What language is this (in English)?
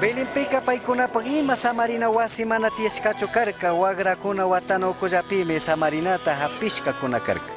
Chimborazo Highland Quichua